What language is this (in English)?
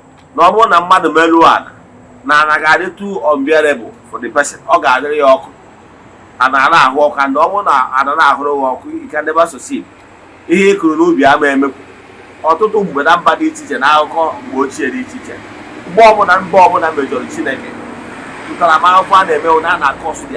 Igbo